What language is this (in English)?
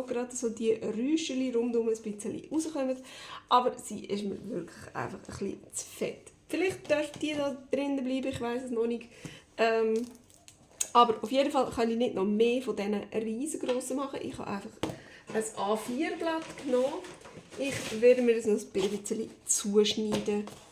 Swiss German